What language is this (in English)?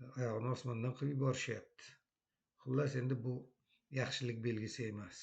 Uzbek